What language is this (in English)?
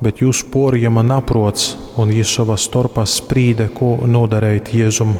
Latgalian